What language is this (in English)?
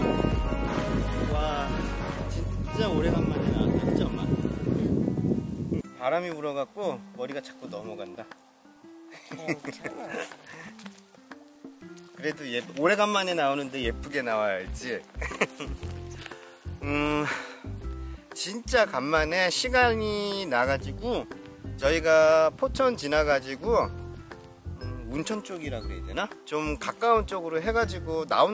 Korean